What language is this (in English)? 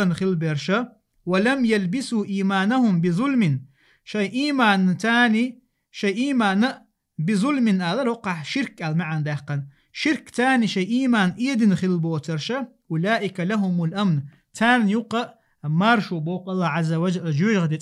Chechen